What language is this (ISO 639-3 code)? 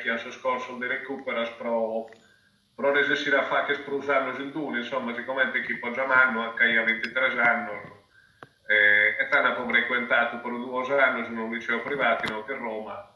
srd